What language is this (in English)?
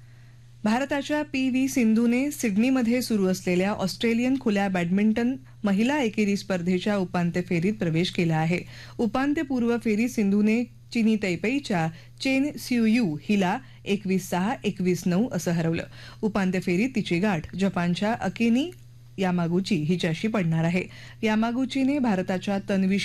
Marathi